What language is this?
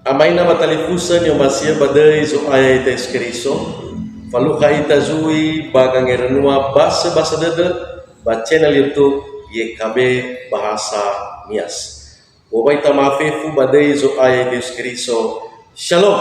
Nias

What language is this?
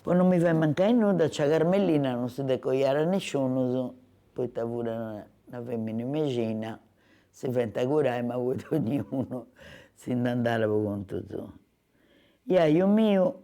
Sardinian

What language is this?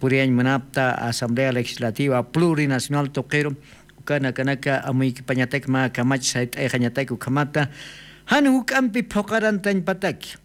Aymara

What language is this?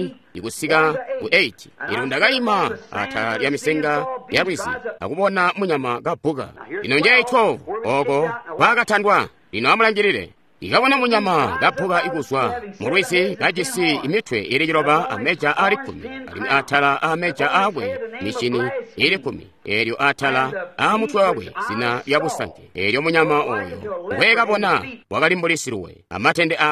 Tonga (Zambia)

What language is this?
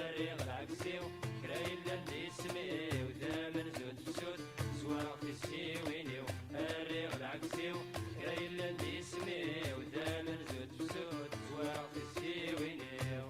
Kabyle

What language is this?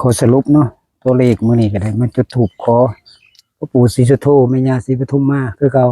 Northeastern Thai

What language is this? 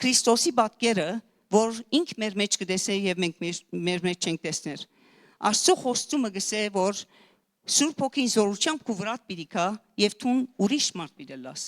Western Armenian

